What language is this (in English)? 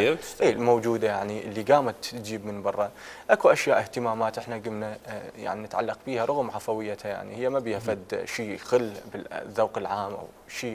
Mesopotamian Arabic